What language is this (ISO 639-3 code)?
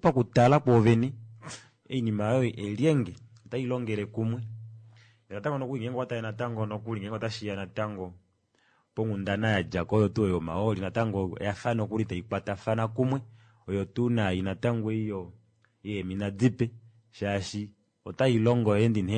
kua